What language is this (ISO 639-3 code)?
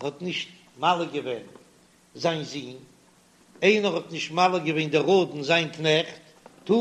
yid